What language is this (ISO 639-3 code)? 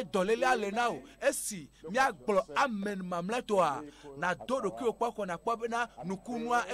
ewe